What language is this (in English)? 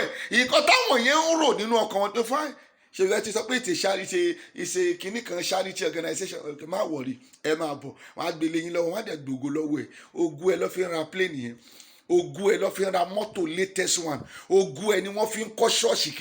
Yoruba